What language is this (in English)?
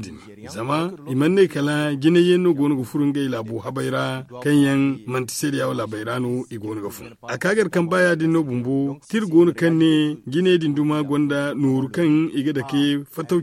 Zarma